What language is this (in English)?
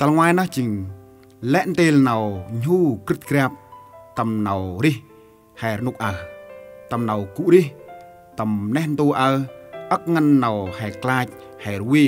Central Mnong